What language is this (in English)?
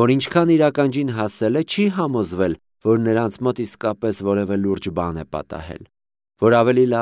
Armenian